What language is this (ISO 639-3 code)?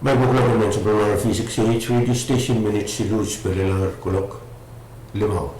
pon